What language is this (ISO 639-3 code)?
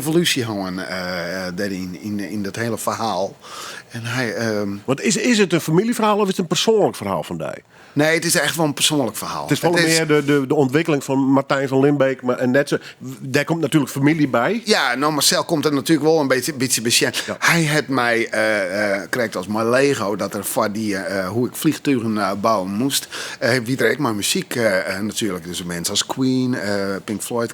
fry